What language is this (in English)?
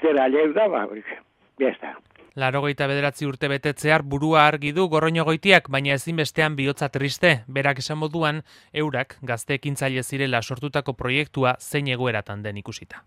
Basque